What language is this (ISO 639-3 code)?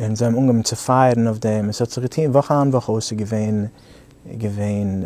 yid